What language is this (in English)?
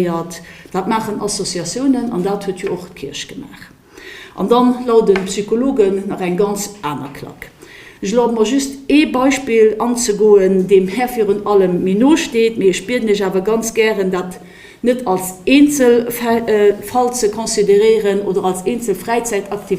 Luxembourgish